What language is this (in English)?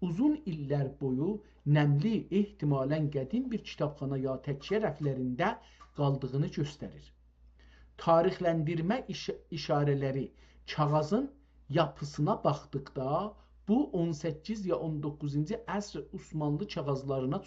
South Azerbaijani